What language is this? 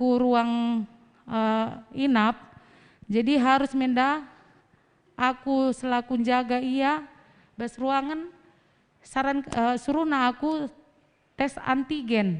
Batak Karo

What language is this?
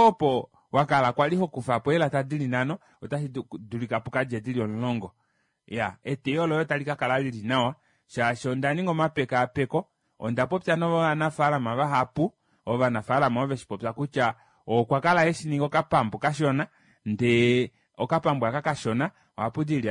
Kuanyama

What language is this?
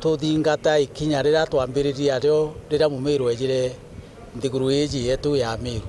Meru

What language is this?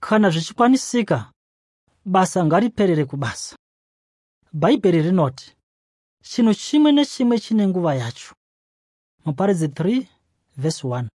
Shona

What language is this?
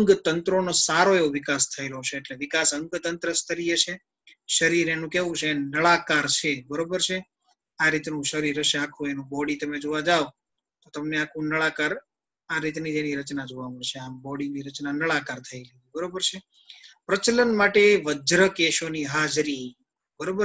Gujarati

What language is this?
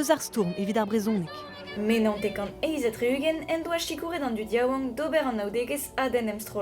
Breton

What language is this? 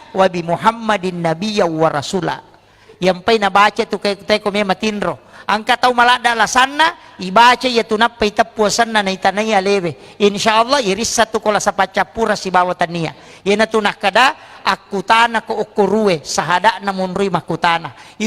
Buginese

